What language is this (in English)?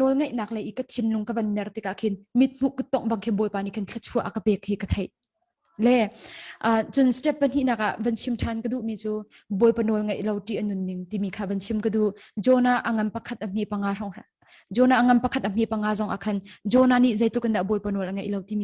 Hakha Chin